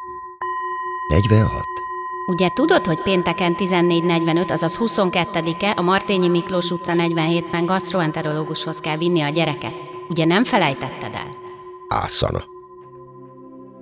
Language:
Hungarian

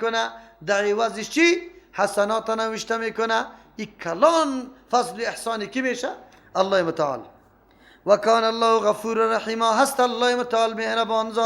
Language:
Persian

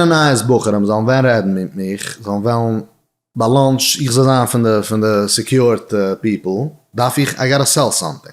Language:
Yiddish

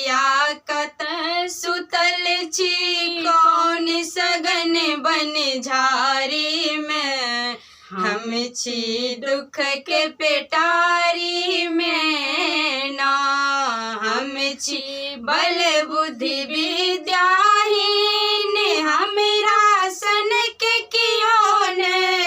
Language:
Maithili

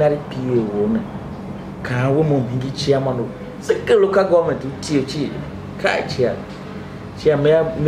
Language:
Tiv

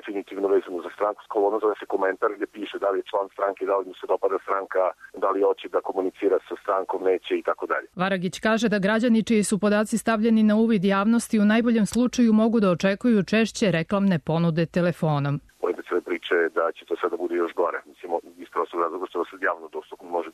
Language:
Serbian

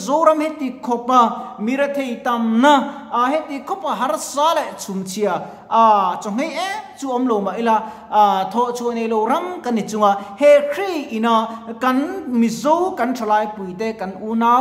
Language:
Mizo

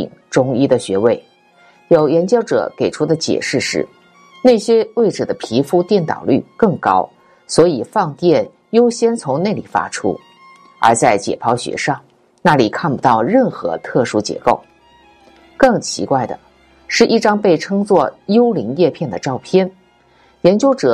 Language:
Chinese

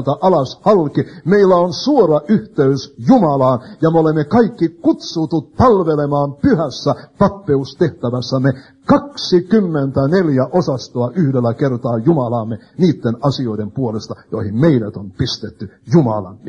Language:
Finnish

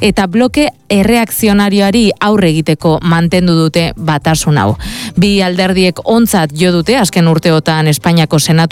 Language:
Basque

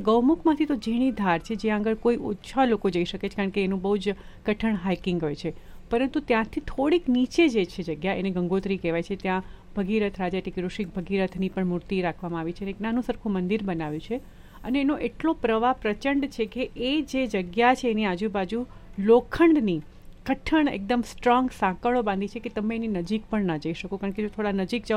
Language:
Gujarati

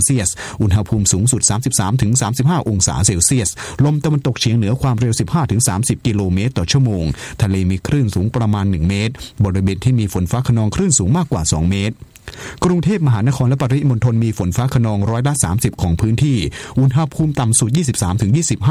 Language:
Thai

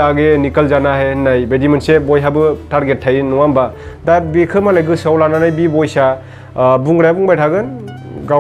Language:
Bodo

